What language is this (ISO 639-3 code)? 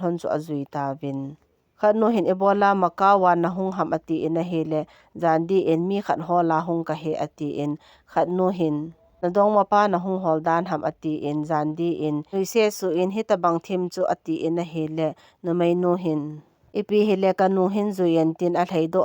tcz